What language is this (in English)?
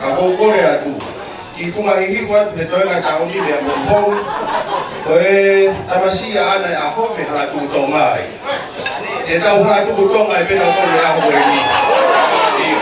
Tongan